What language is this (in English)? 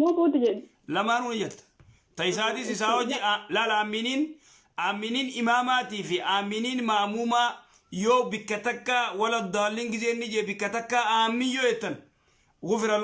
Oromo